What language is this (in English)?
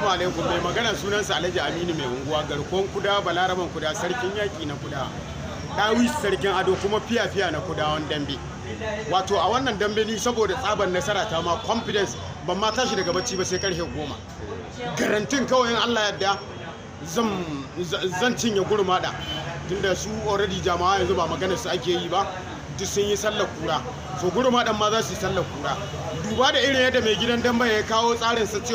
Hausa